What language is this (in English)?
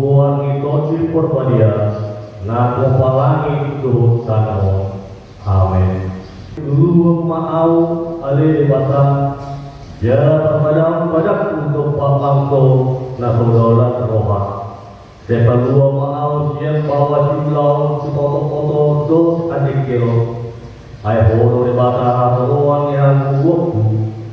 Batak Toba